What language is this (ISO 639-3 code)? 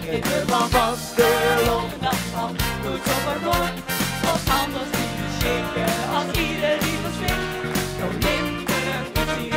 lim